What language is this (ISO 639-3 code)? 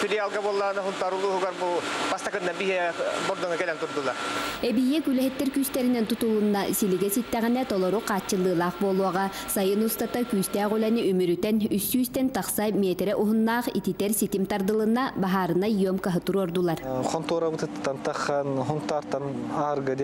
sah